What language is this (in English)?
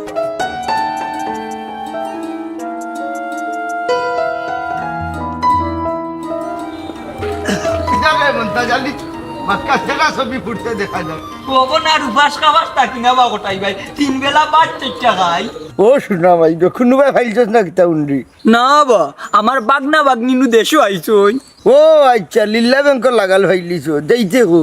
Sylheti